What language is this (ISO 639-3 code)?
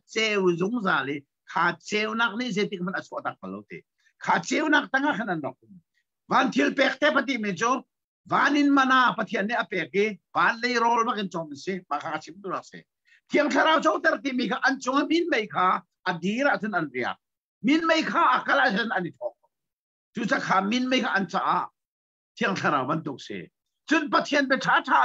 cnh